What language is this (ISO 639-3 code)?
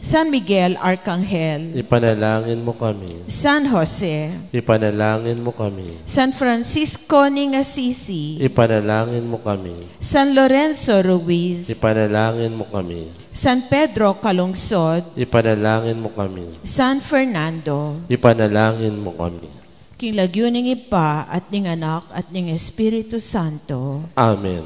pam